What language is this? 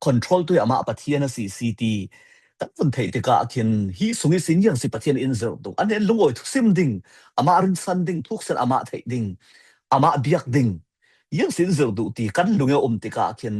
Falam Chin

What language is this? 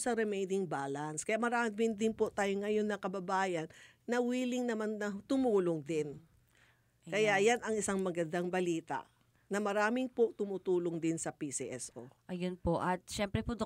Filipino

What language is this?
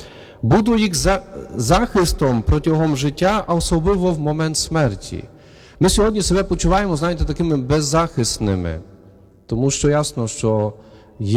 Ukrainian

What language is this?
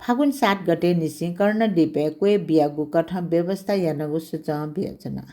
Newari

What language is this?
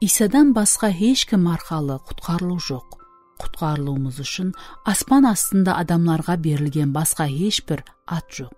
Kara-Kalpak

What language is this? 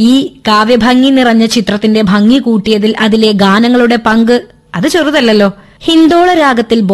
Malayalam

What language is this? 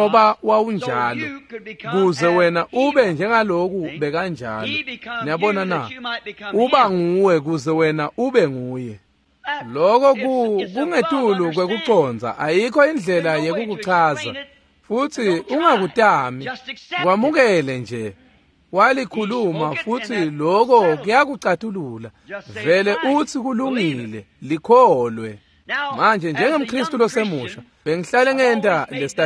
Swati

